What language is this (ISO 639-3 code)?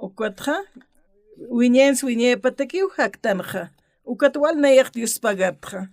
aym